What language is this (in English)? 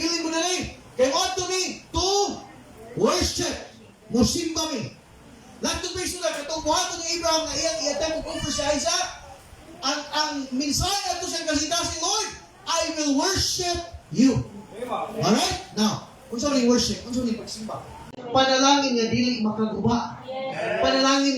Cebuano